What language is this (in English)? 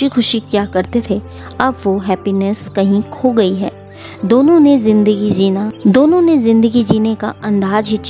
Hindi